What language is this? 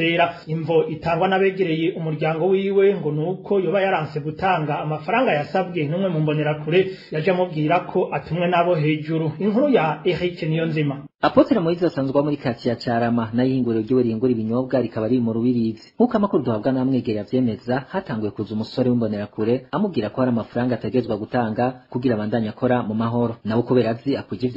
Rundi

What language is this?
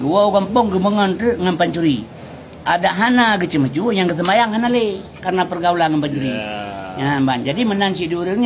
Achinese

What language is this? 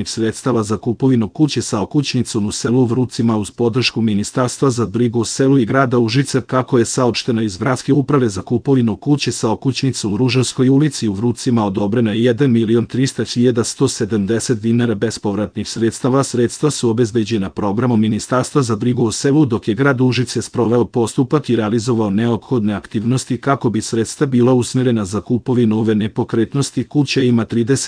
Serbian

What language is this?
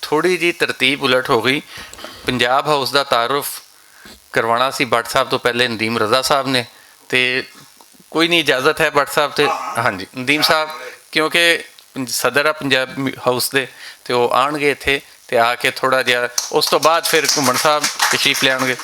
Western Panjabi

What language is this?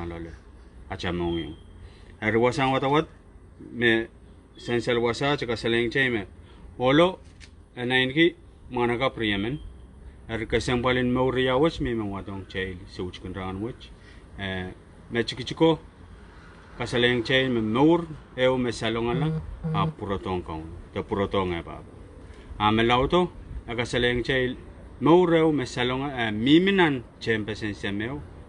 Pohnpeian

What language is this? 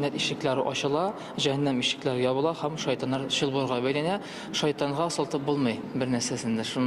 Tatar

